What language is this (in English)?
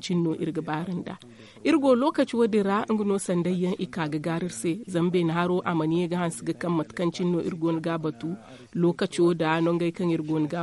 Zarma